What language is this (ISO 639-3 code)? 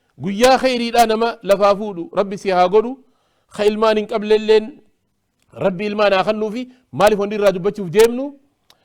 orm